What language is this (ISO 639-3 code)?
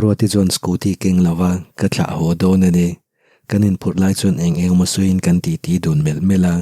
lus